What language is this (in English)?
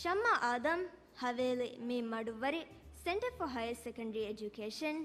Divehi